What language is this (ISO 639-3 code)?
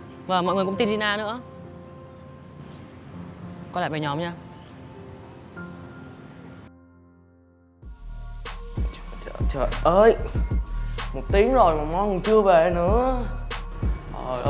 vie